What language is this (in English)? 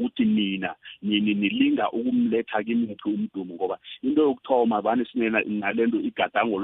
South Ndebele